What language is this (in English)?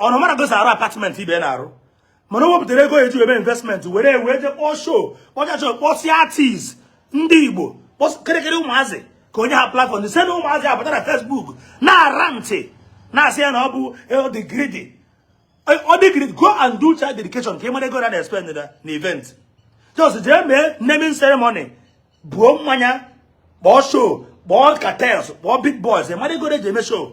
Igbo